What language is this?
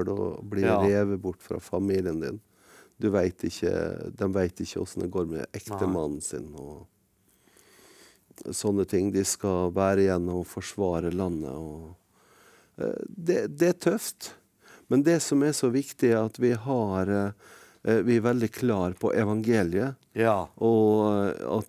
Norwegian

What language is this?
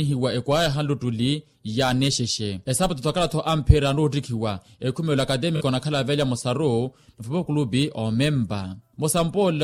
Makhuwa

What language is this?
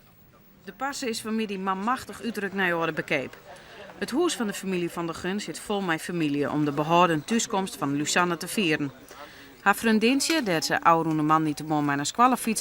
Western Frisian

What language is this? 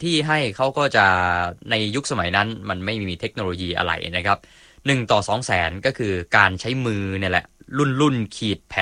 Thai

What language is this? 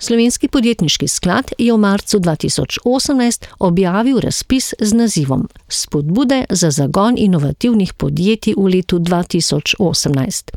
Slovenian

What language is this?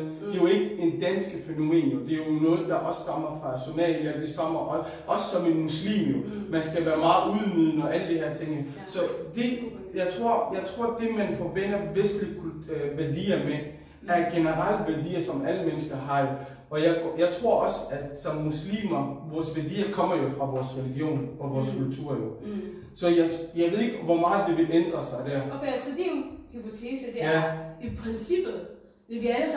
Danish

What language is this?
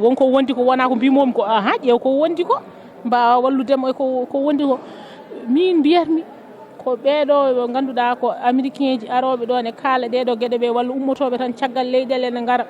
Fula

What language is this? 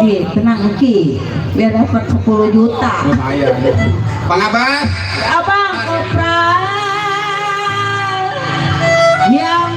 Betawi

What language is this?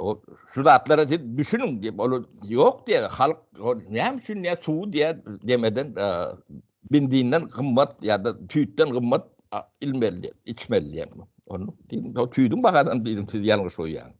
Turkmen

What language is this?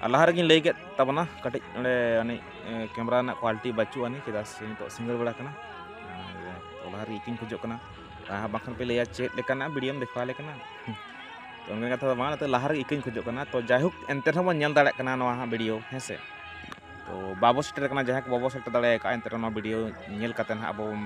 Santali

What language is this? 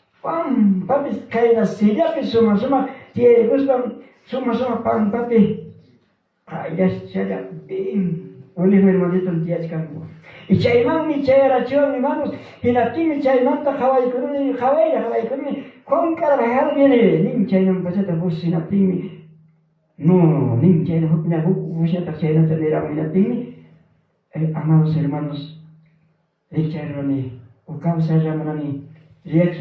Ayacucho Quechua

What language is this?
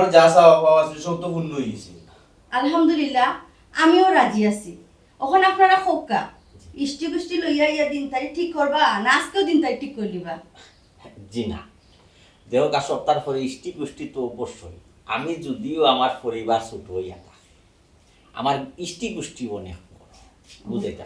Sylheti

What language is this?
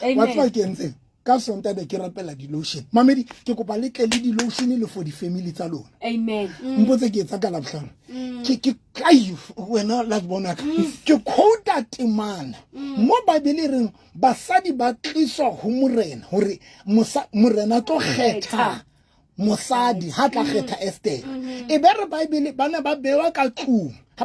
Southern Sotho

